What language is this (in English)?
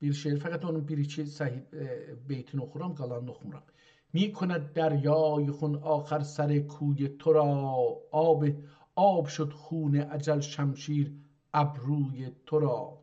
South Azerbaijani